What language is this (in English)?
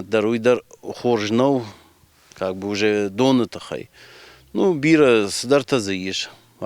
Ossetic